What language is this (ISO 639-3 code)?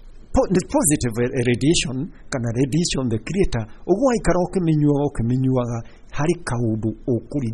kik